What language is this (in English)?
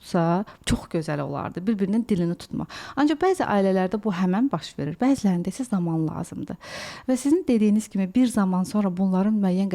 Azerbaijani